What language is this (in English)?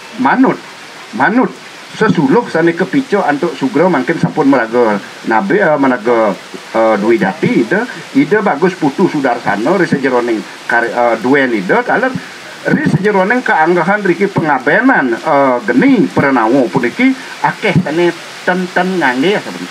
Balinese